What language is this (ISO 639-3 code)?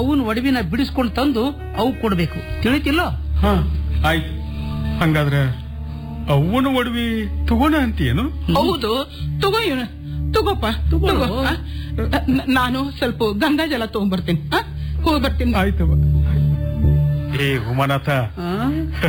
kan